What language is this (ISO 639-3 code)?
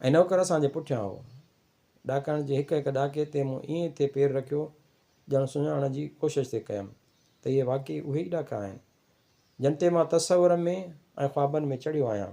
snd